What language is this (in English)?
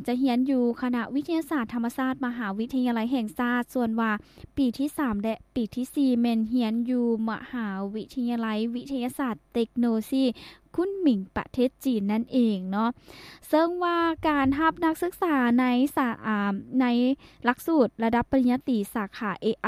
Lao